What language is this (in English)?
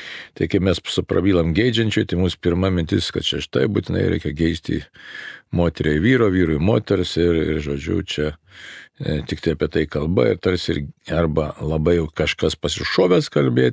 Lithuanian